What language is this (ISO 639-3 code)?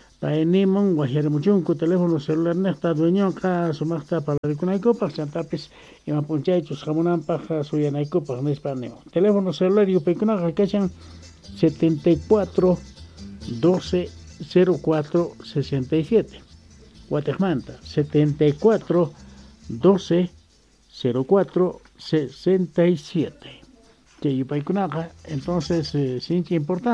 que